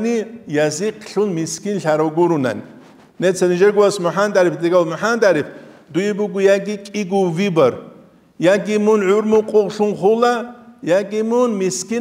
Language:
Avaric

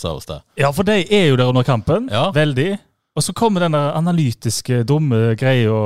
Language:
Norwegian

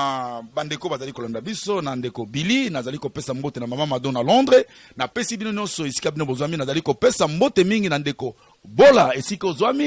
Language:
Lingala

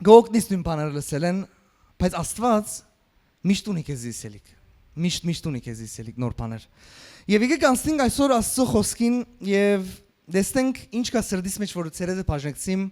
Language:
Western Armenian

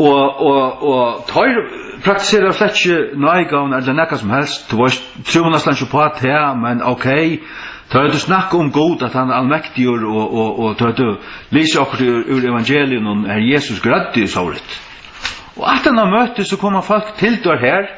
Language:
Faroese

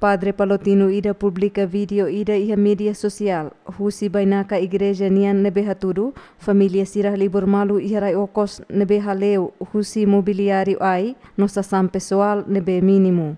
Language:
Tetum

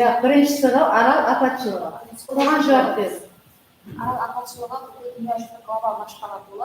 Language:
Kara-Kalpak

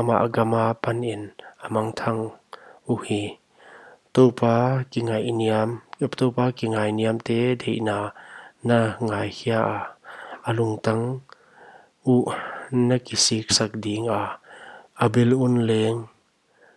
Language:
Paite Chin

